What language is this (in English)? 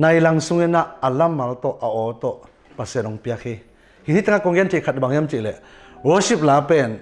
Tedim Chin